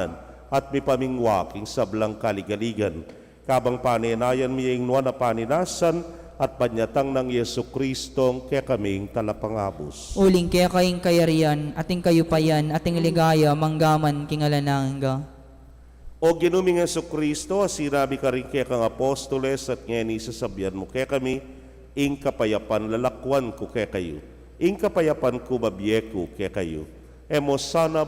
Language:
Pampanga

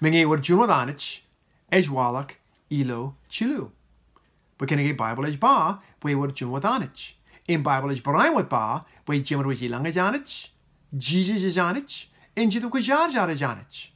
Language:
Marshallese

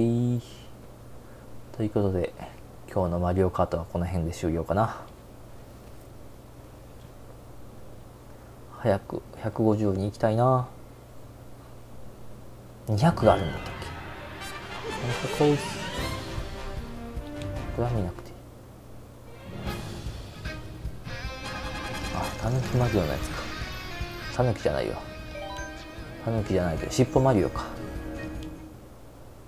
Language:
Japanese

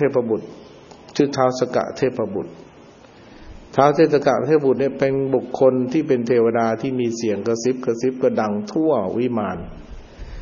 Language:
Thai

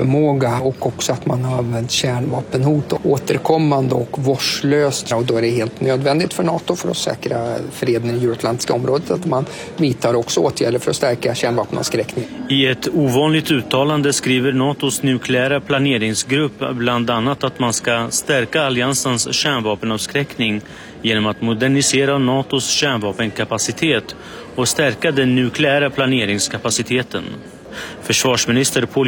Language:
Swedish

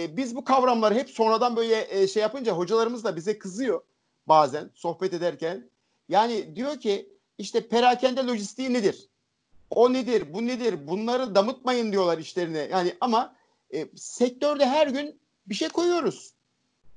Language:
Turkish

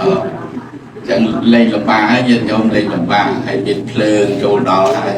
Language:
Khmer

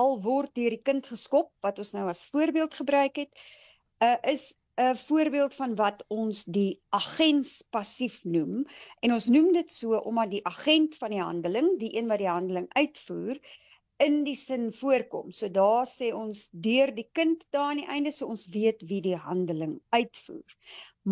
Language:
Afrikaans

